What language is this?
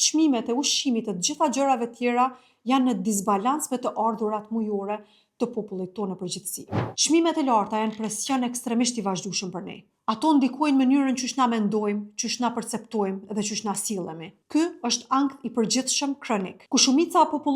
Albanian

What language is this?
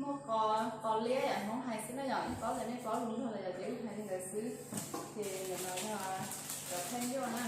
Hmong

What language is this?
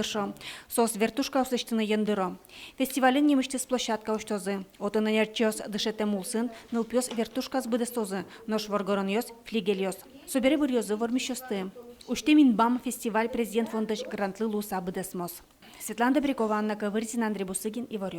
Udmurt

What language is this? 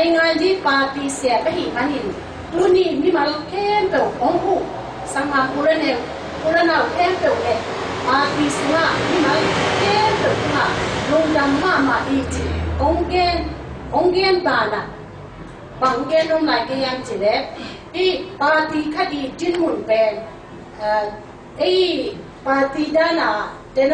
Tedim Chin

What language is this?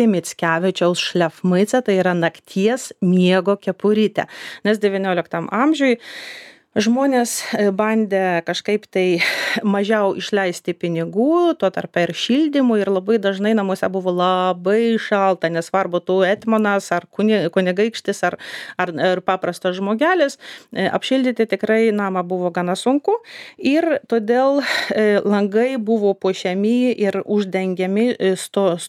Lithuanian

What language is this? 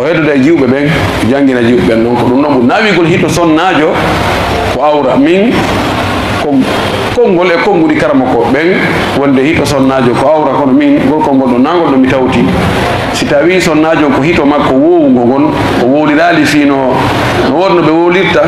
Fula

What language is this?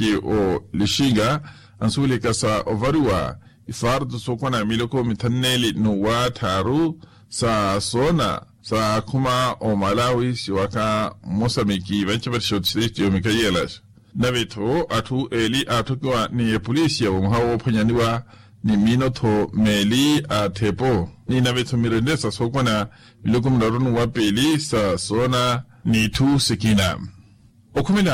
Makhuwa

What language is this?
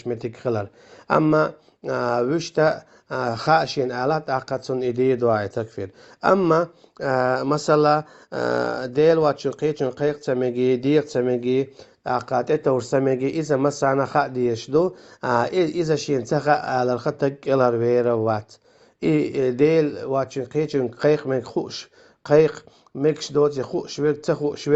Chechen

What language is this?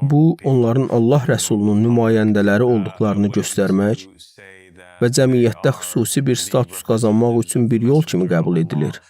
Azerbaijani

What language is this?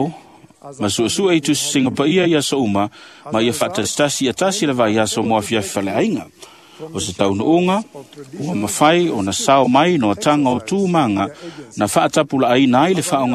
Samoan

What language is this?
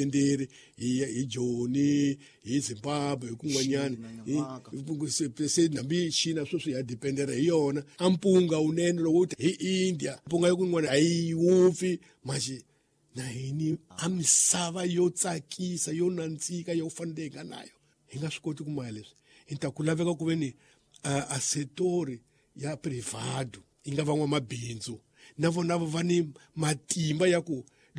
Tsonga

